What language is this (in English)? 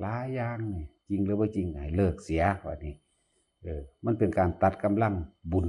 Northeastern Thai